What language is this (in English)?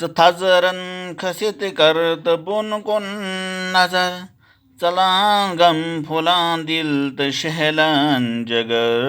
Kashmiri